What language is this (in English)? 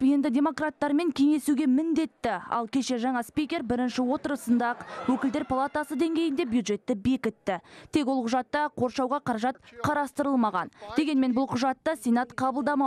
Kazakh